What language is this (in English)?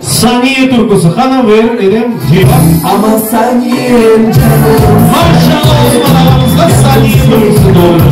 Crimean Tatar